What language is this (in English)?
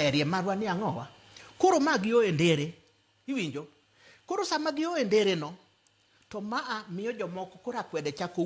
Luo (Kenya and Tanzania)